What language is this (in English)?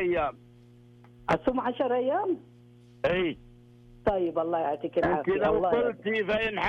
Najdi Arabic